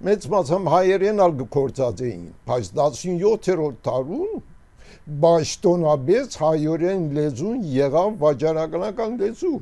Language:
Armenian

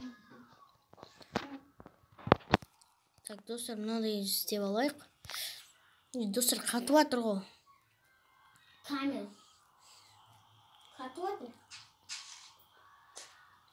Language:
Kazakh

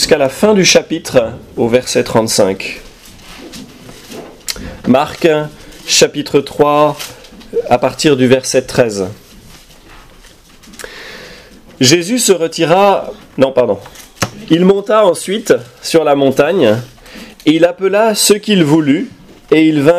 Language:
French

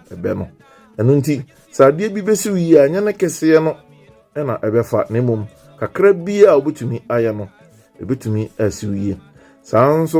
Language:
Akan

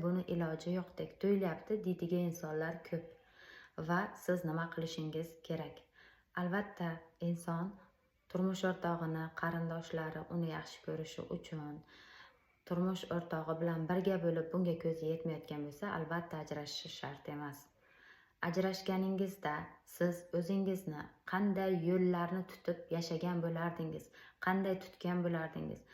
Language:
Uzbek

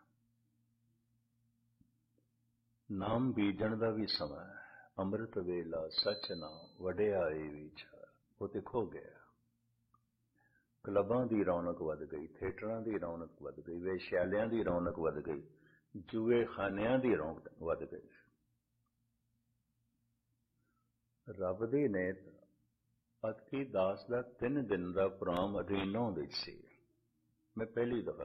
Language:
Punjabi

